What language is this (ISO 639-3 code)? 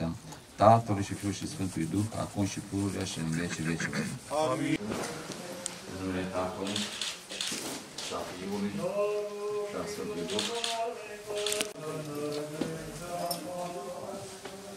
ron